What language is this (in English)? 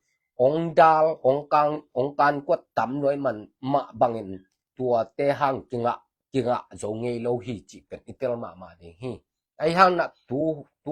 Tedim Chin